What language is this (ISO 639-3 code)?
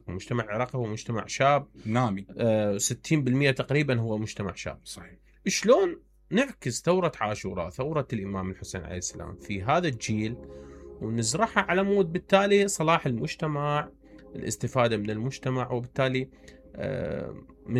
acm